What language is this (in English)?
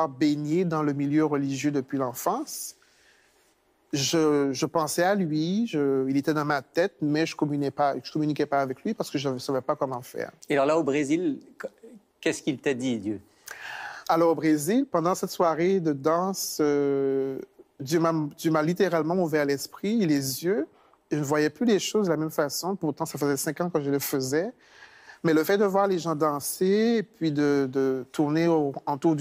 French